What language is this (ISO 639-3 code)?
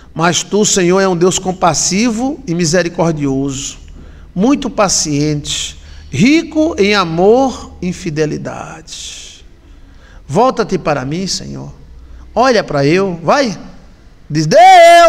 por